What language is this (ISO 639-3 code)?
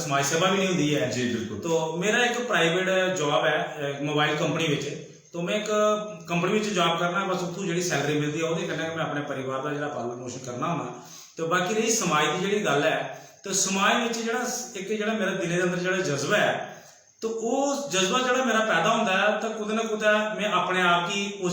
doi